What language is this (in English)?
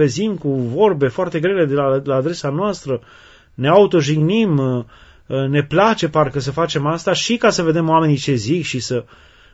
Romanian